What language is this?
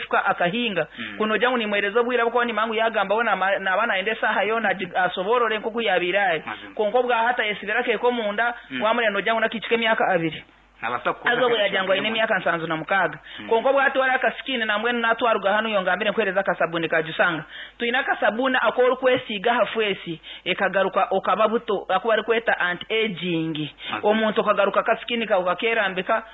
Nyankole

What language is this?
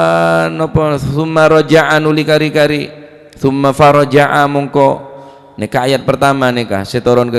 Madurese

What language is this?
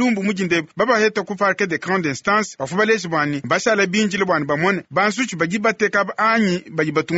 Luba-Lulua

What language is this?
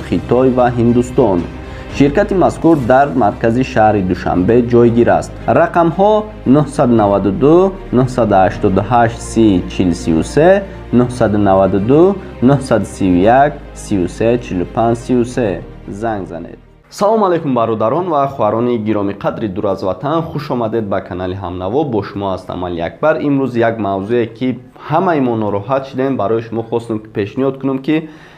Tajik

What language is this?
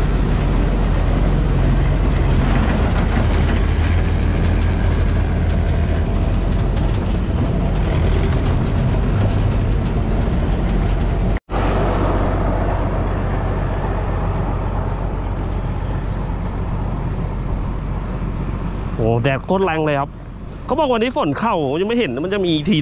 Thai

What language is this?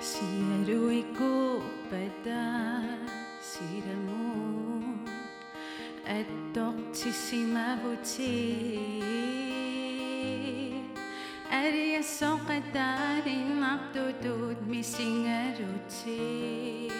Kalaallisut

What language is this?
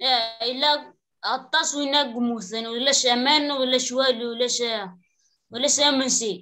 Kabyle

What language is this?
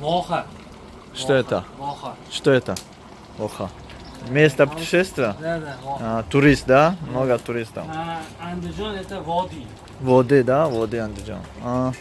Tajik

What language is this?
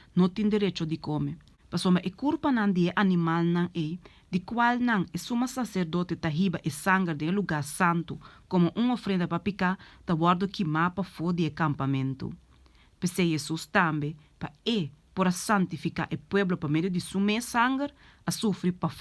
Papiamento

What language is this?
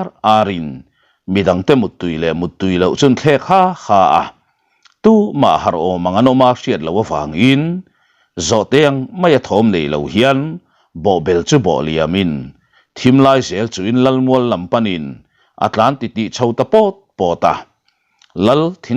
Mizo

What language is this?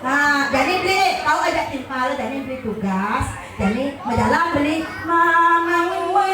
Balinese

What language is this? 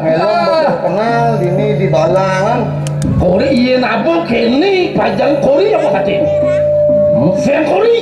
Balinese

